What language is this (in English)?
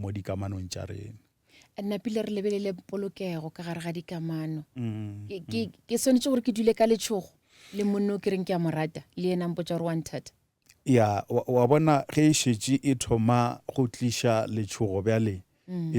Northern Sotho